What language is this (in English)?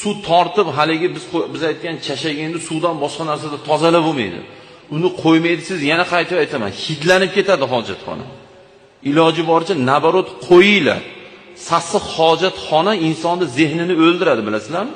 Uzbek